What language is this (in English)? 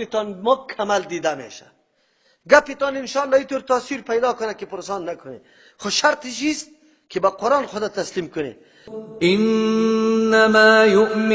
Persian